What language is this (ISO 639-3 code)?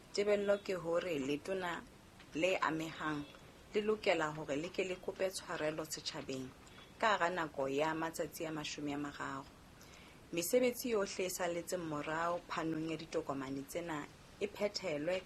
sot